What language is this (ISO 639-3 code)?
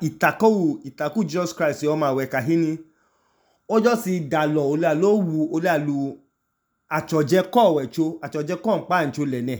idu